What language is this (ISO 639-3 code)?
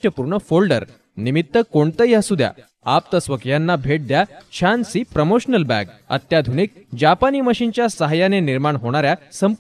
mar